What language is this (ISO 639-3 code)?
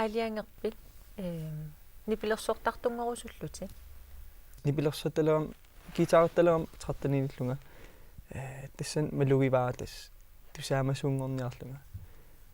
kal